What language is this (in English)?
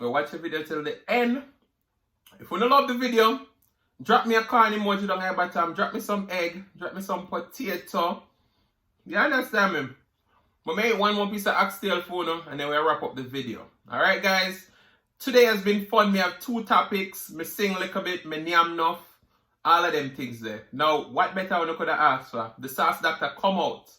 Jamaican Creole English